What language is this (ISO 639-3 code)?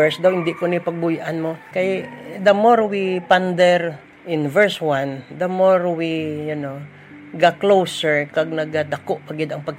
hil